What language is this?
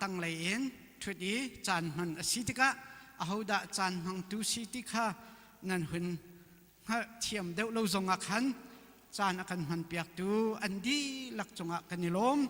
Hakha Chin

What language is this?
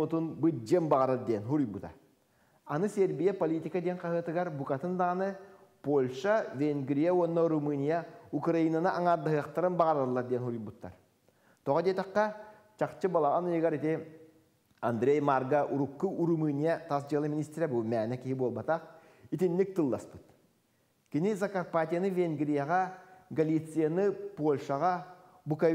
Yakut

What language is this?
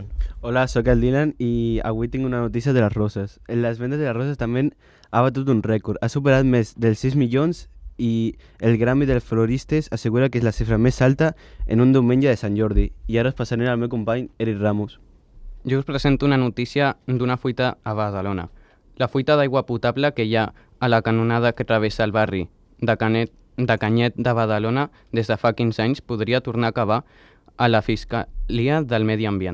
Catalan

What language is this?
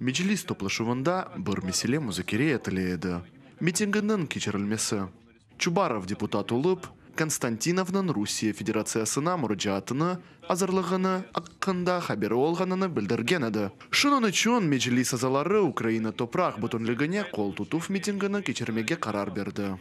Crimean Tatar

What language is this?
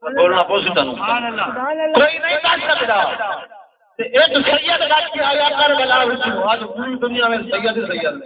Saraiki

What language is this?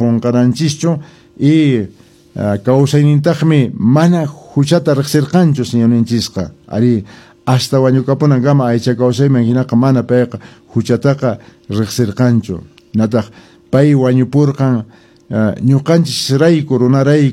Quechua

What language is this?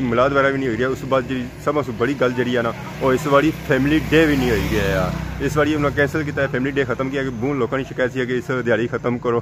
Pahari-Potwari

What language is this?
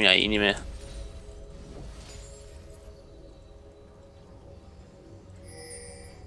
Danish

